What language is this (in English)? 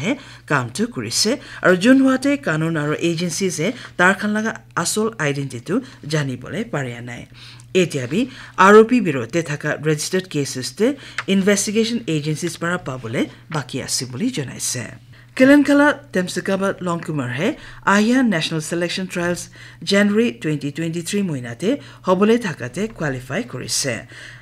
Naga Pidgin